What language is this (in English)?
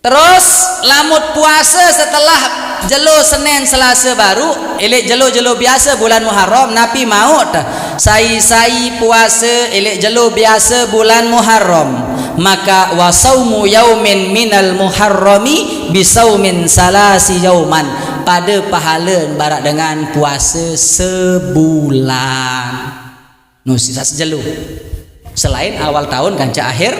Sasak